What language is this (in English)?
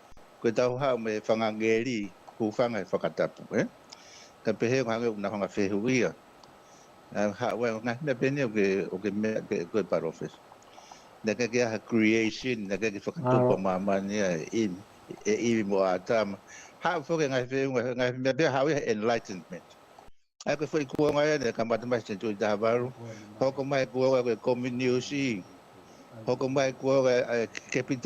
Tongan